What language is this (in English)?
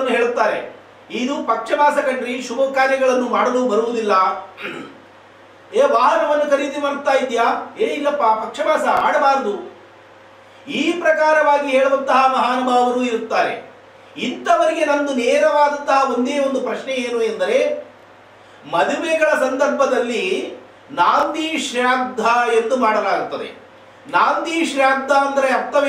Kannada